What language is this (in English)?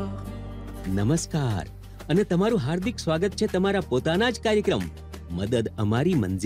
Gujarati